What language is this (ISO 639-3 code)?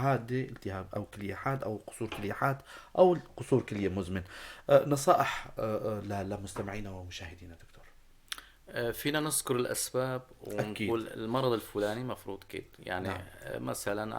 apc